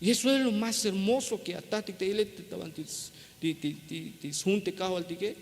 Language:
Tzeltal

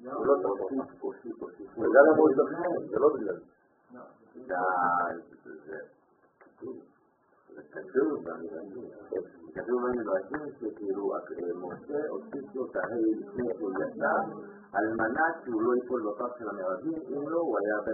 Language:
Hebrew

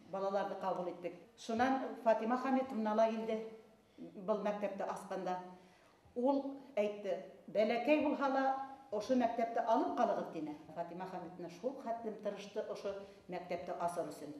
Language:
Bashkir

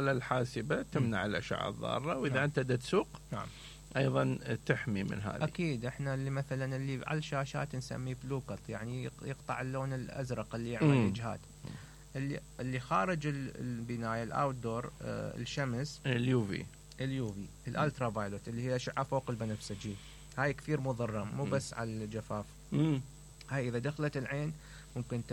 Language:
Mesopotamian Arabic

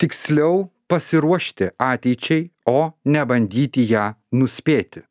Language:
Lithuanian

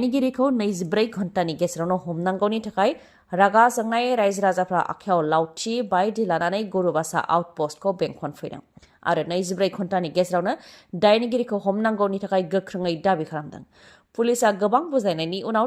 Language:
Bodo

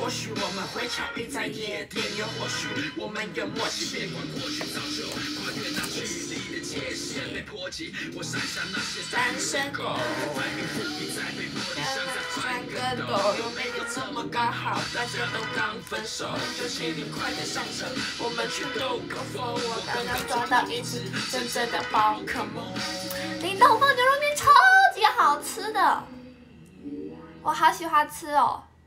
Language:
Chinese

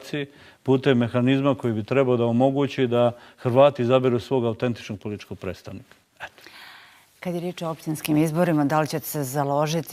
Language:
Bosnian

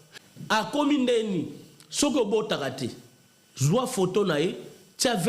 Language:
Lingala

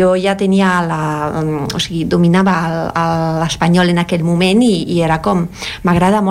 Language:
Catalan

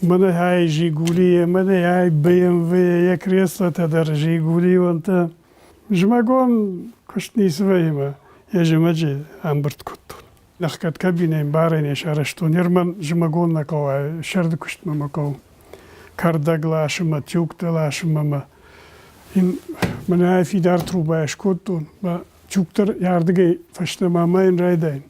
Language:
Ossetic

